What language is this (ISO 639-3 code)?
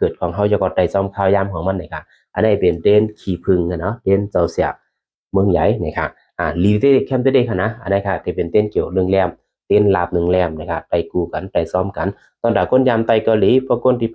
shn